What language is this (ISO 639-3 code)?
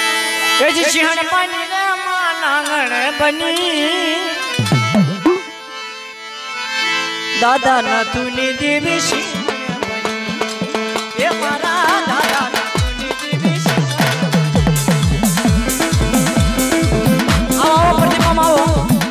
guj